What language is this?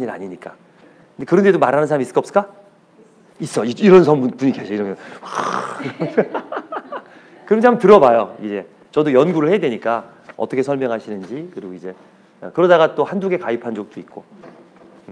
Korean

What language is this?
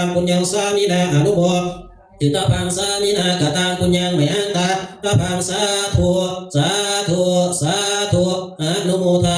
Pali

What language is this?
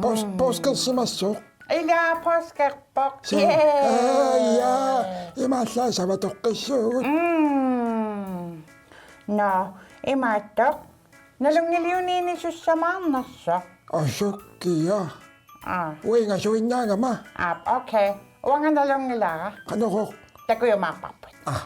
Kalaallisut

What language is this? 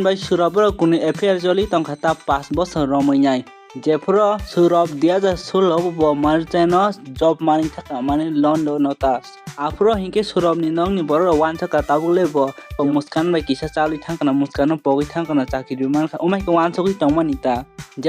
Kok Borok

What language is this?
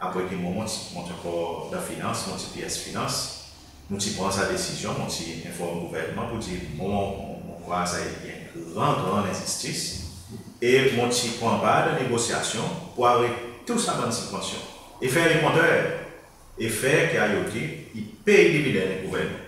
Seselwa Creole French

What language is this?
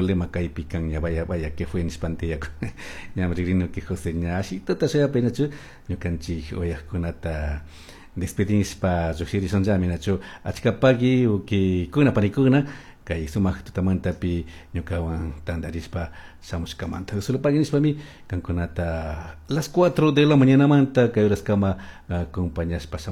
Chimborazo Highland Quichua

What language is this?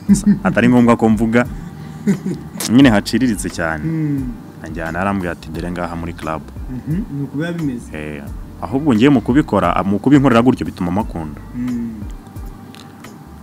Kinyarwanda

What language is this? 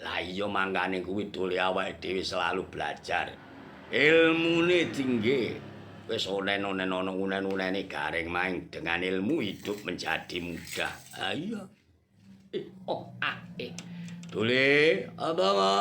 Javanese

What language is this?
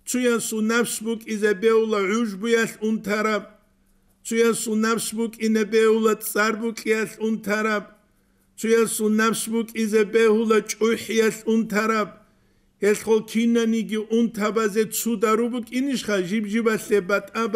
Avaric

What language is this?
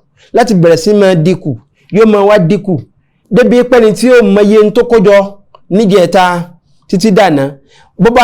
Yoruba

